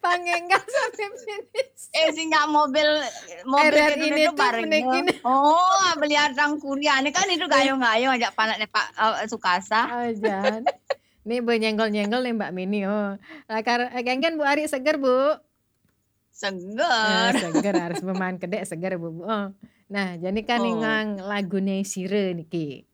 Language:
Balinese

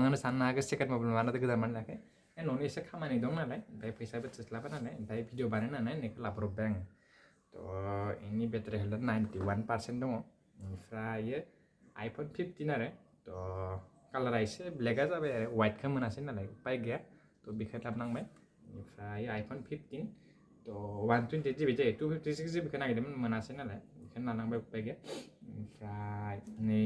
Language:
Bodo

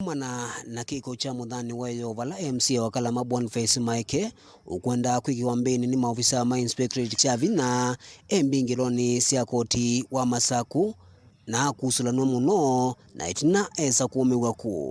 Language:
Kamba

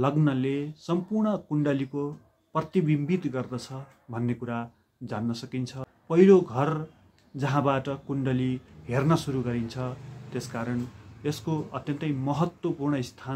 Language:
Nepali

